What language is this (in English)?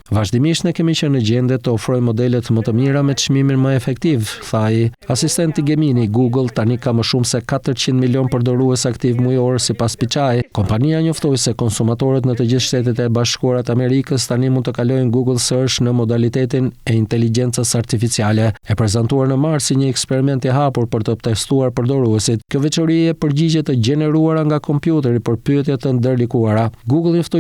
Albanian